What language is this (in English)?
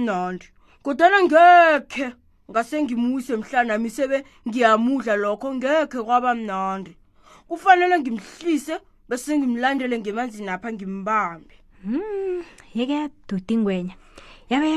South Ndebele